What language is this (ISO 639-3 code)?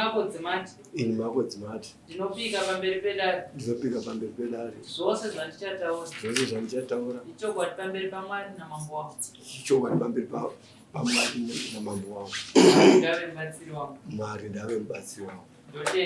sna